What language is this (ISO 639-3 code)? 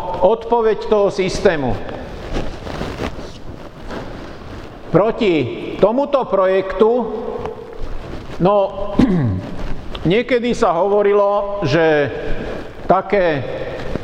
slk